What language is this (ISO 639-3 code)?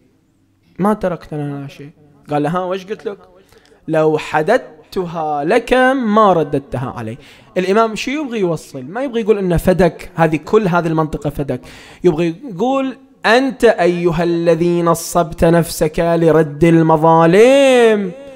ara